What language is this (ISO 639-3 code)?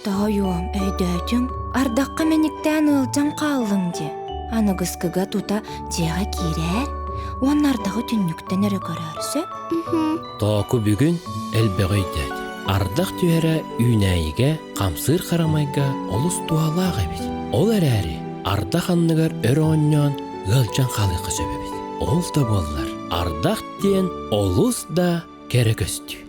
sah